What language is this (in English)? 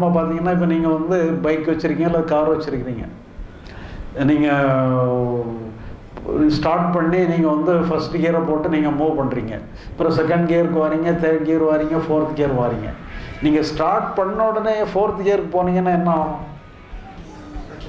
Tamil